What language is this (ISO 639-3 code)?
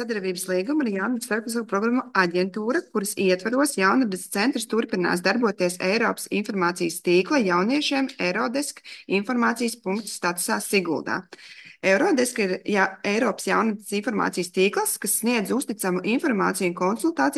lav